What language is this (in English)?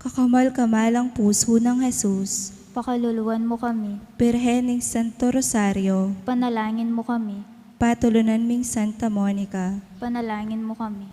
Pampanga